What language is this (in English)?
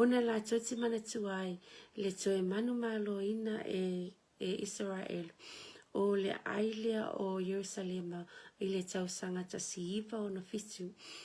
Samoan